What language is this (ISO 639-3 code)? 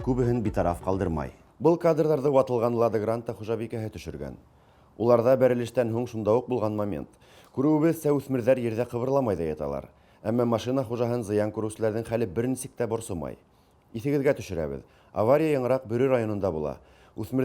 bak